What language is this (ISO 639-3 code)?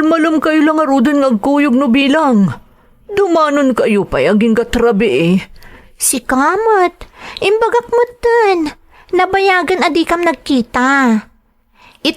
ilo